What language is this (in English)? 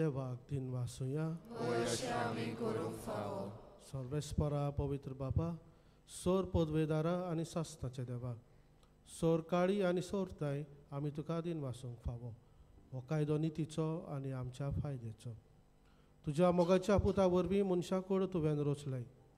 Konkani